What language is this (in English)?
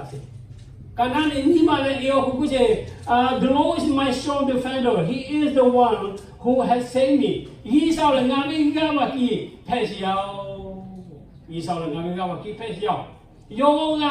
Lahu